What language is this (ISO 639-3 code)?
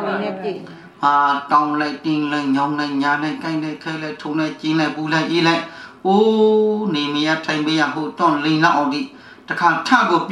mya